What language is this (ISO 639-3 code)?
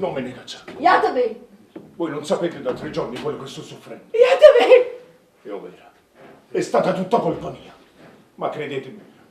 nap